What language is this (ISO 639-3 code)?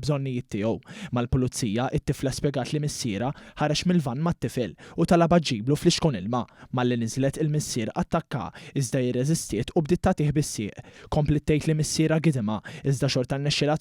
mlt